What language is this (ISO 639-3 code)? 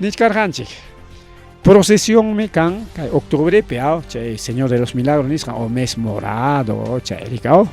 quy